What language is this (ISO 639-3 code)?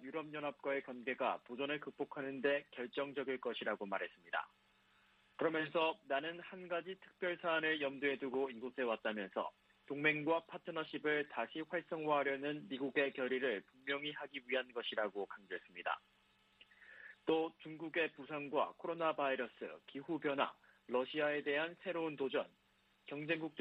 kor